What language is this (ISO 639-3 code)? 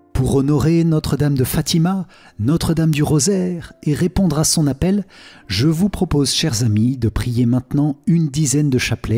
fra